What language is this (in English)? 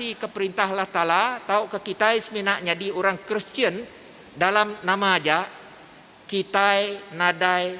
Iban